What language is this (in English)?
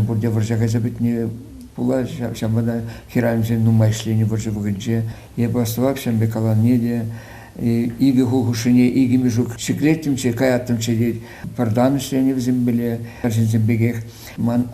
Chuvash